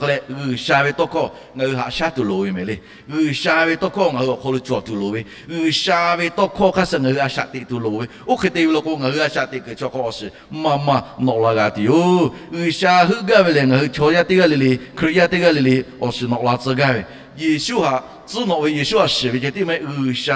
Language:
Lahu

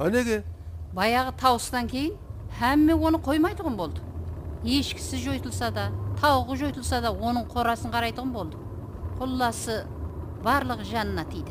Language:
Kara-Kalpak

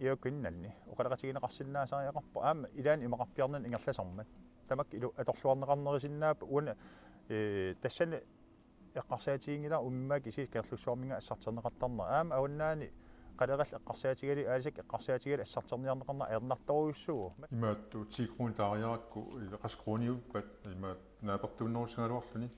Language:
Kalaallisut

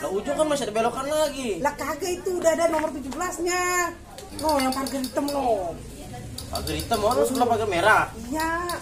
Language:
Betawi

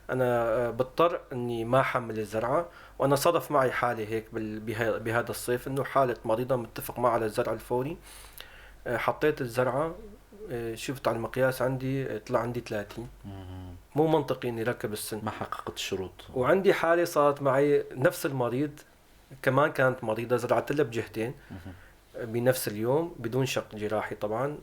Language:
North Levantine Arabic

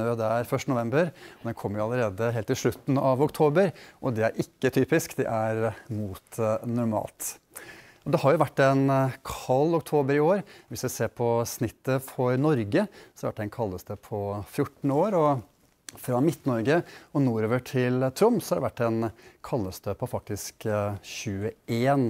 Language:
Norwegian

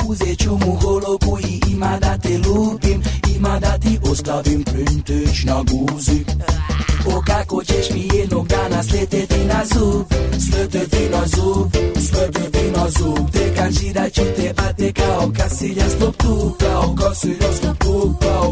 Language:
Serbian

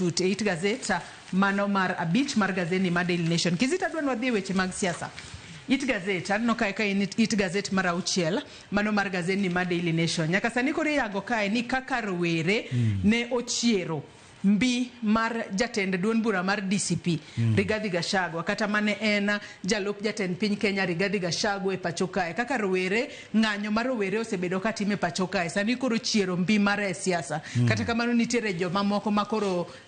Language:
Luo (Kenya and Tanzania)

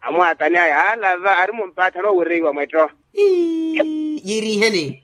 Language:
Makhuwa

